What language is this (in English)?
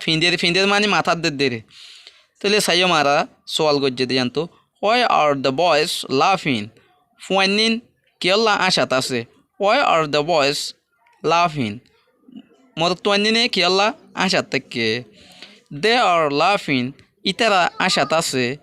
Rohingya